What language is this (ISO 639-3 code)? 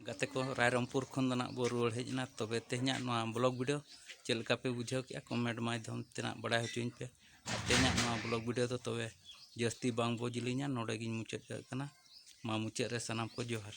sat